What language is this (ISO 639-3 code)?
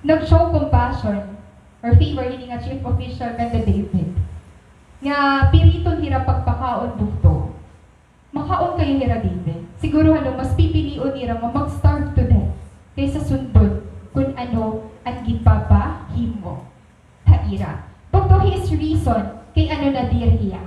war